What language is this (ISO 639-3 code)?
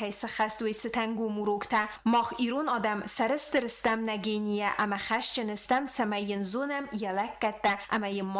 oss